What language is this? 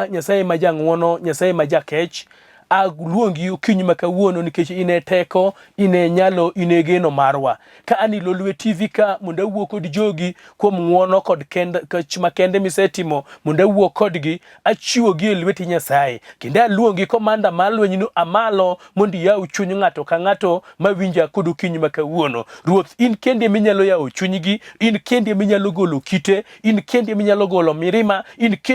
Luo (Kenya and Tanzania)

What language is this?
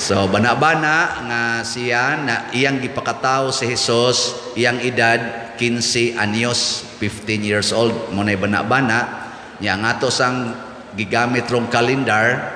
Cebuano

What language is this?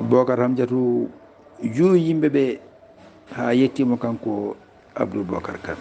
Fula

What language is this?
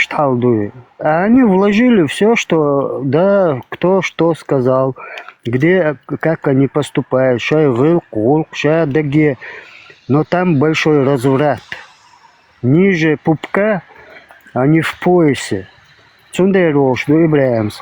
Chechen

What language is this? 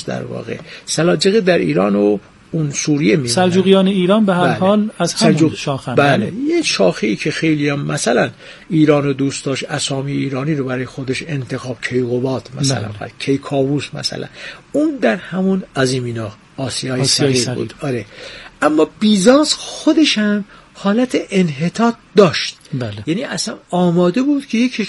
Persian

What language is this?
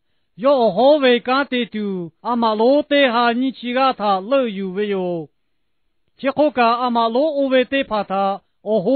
Lahu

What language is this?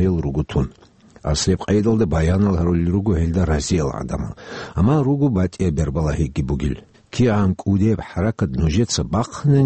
Avaric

